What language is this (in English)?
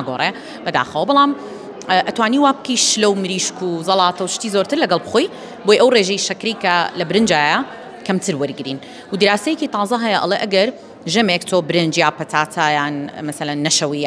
Central Kurdish